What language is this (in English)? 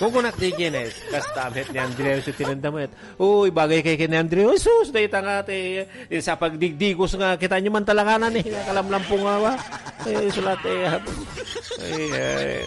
Iloko